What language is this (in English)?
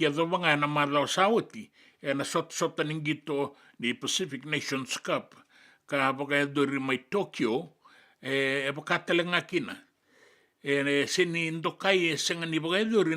Fijian